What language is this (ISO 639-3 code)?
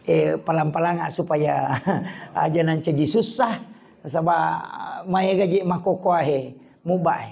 bug